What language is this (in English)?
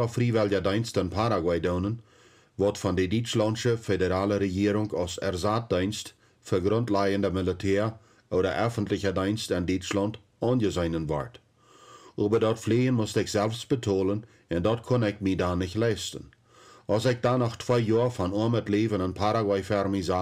Plautdietsch